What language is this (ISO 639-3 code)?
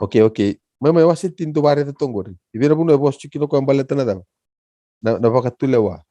fij